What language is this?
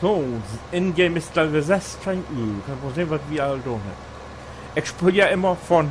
Low German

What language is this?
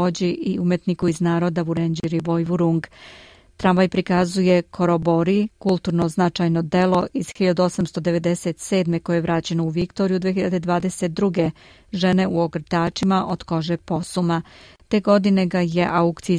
Serbian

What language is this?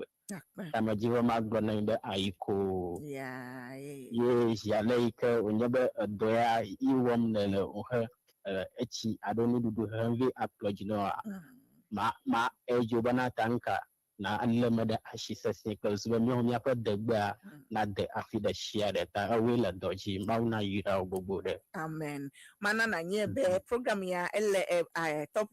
Ewe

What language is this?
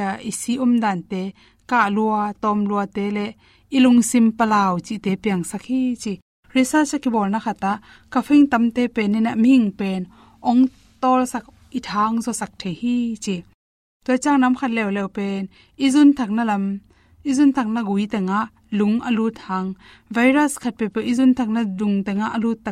Tedim Chin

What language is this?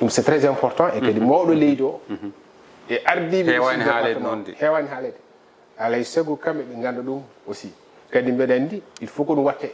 Fula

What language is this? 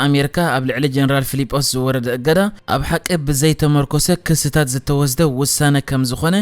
Tigrinya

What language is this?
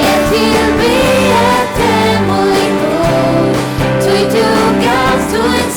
Faroese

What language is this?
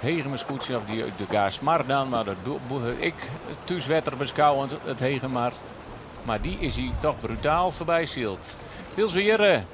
Western Frisian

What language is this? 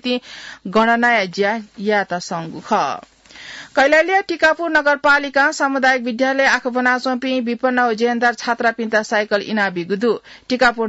Newari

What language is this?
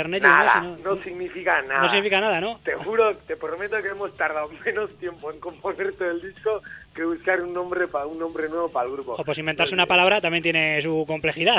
Spanish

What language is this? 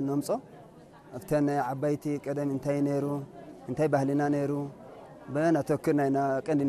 Tigrinya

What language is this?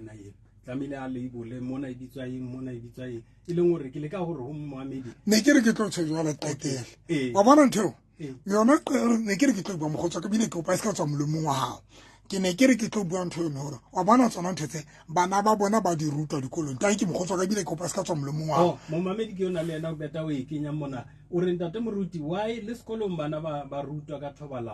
Southern Sotho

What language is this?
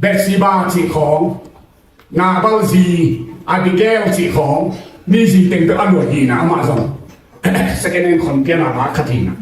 Tedim Chin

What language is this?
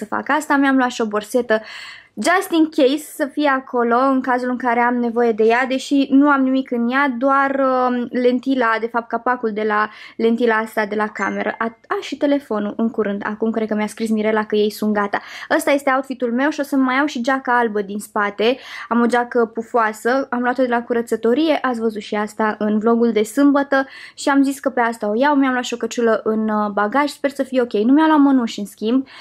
Romanian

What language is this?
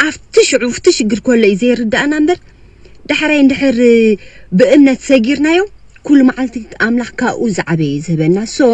Tigrinya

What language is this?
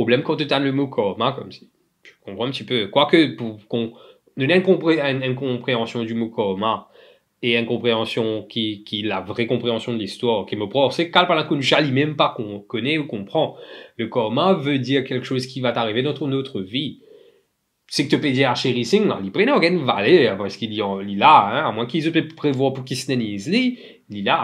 Morisyen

